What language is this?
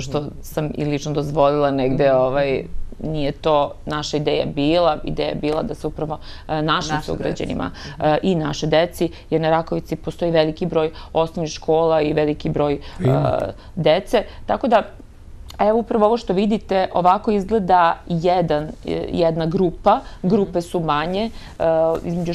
Serbian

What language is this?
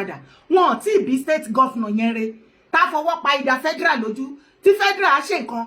Yoruba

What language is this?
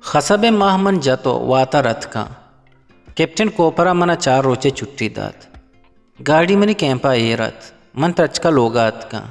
Eastern Balochi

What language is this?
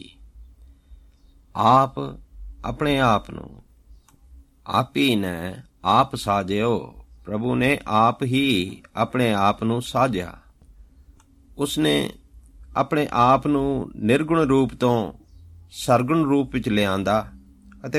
Punjabi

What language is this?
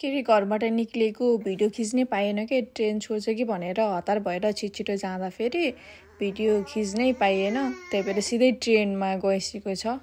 Nepali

